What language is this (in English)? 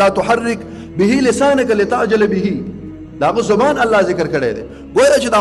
Pashto